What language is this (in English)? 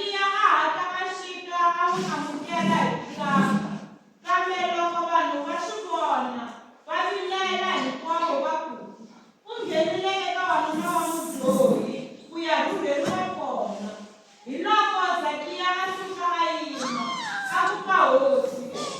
Tsonga